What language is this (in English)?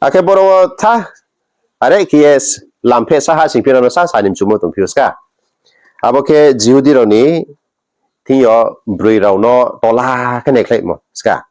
Riang (India)